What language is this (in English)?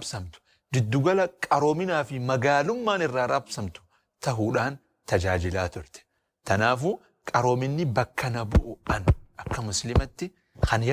Oromo